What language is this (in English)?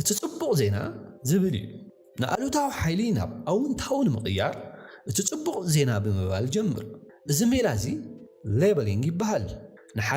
Tigrinya